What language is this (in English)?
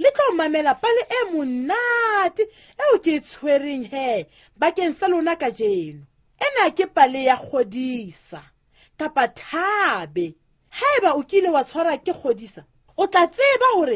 Southern Sotho